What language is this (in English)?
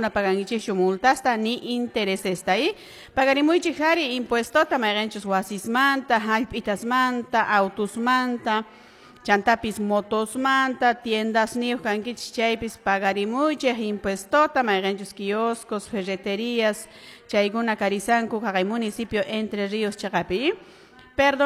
Quechua